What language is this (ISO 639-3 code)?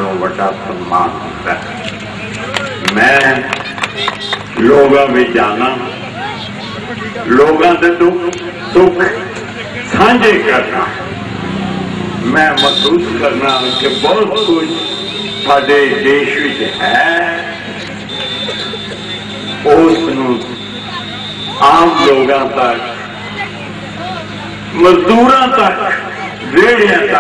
pan